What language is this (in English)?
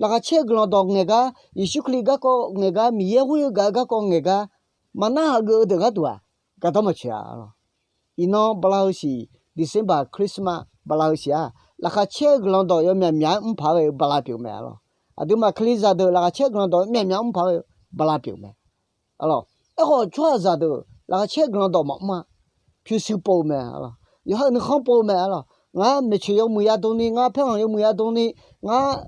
Akha